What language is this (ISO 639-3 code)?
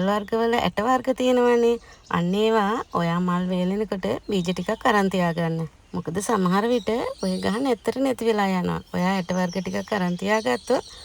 sin